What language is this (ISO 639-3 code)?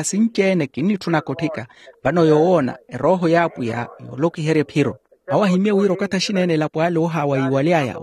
vmw